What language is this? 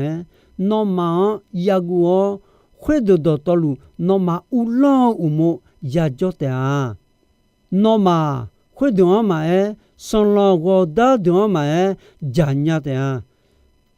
Akha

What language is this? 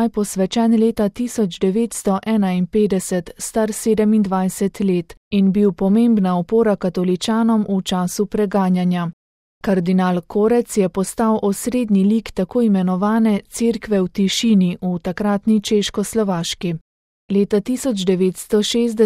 Slovenian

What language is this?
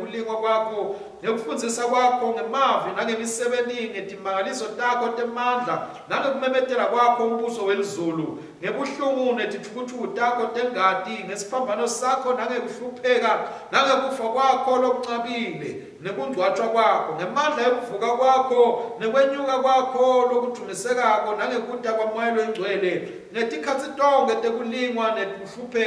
Swati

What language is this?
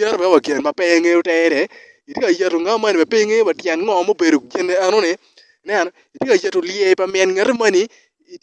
Acoli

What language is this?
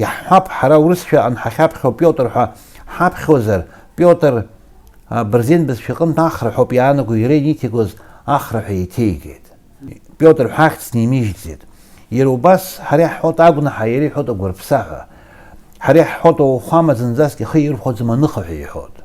Abkhazian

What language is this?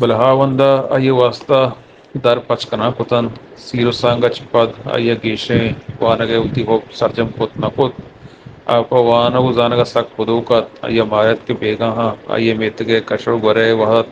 Eastern Balochi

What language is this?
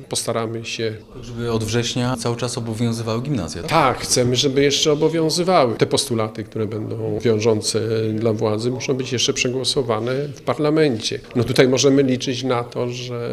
Polish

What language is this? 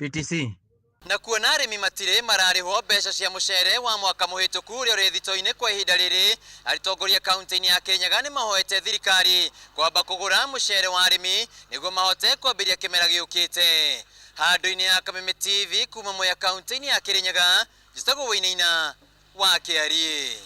Kikuyu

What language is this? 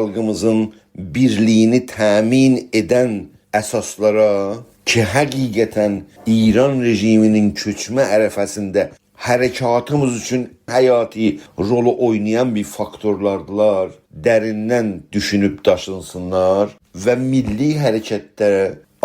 South Azerbaijani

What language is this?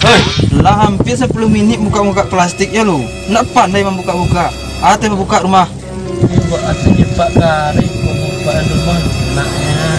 Minangkabau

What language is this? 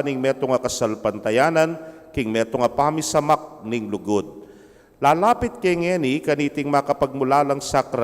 Pampanga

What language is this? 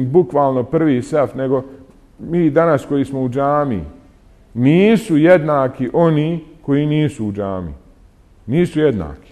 Bosnian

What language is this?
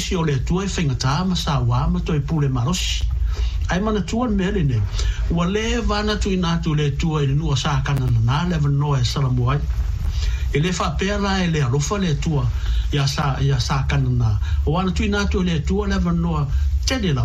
Samoan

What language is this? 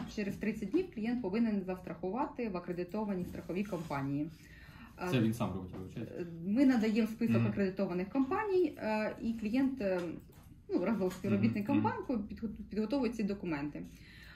Ukrainian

